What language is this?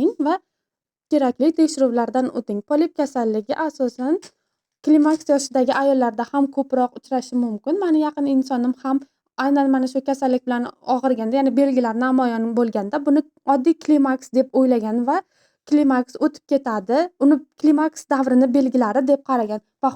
Uzbek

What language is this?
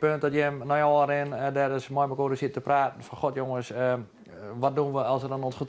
Western Frisian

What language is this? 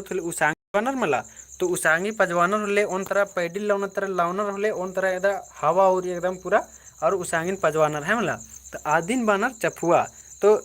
Kurukh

